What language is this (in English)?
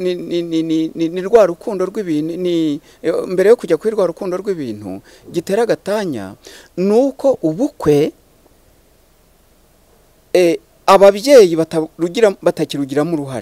Kinyarwanda